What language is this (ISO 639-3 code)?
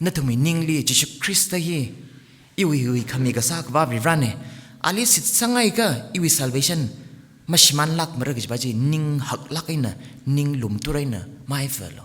nmf